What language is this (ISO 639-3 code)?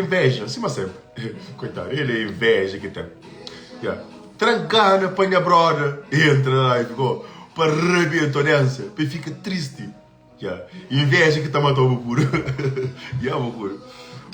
kea